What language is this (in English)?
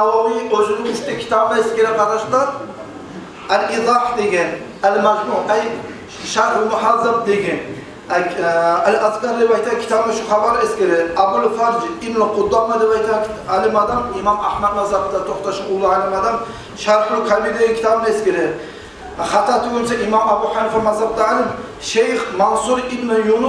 Kumyk